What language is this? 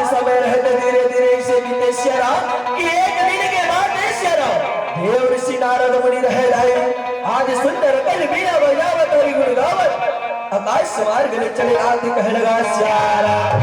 Chhattisgarhi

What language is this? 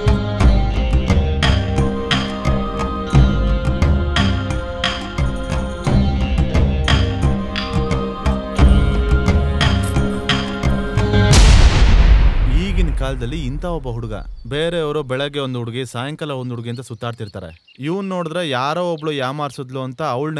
Kannada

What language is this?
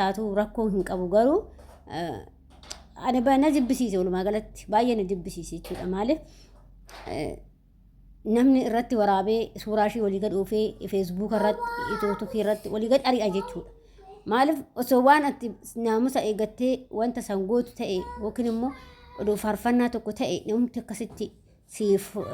Oromo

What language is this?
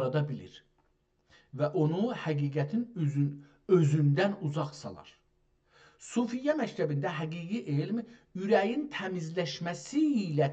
South Azerbaijani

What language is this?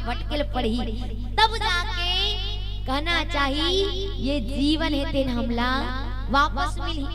Chhattisgarhi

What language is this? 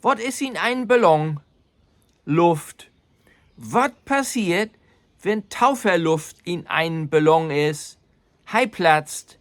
Low German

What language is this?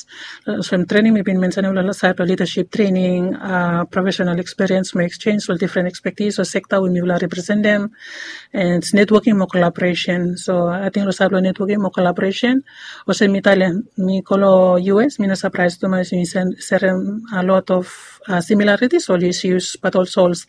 Bislama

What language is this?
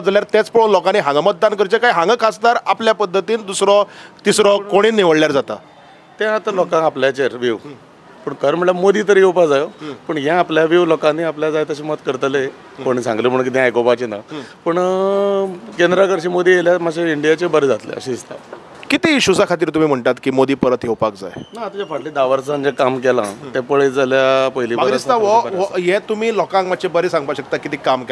Konkani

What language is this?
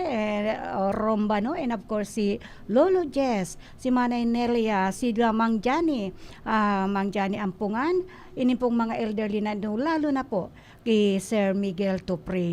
Bikol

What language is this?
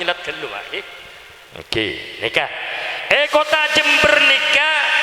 Madurese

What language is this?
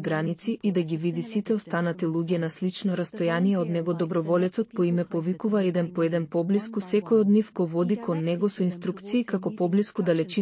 Macedonian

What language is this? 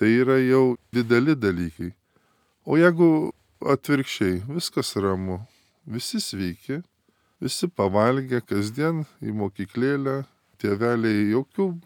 Lithuanian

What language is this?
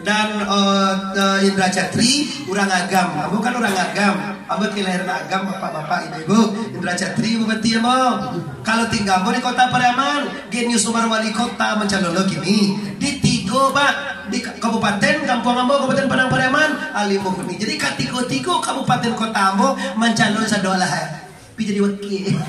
Minangkabau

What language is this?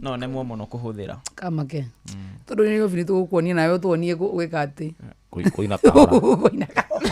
Kikuyu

